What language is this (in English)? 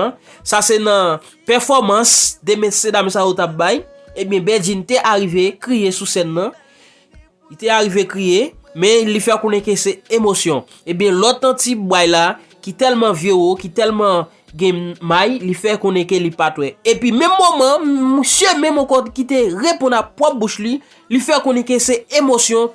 Haitian Creole